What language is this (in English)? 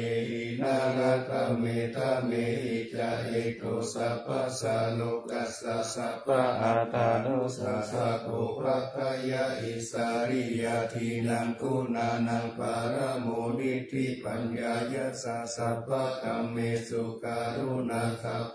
Pali